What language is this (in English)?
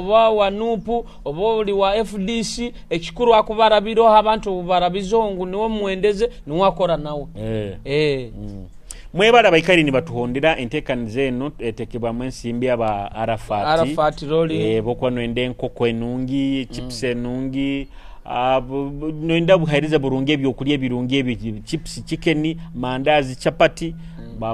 Nyoro